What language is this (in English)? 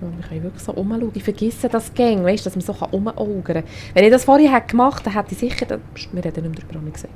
Swiss German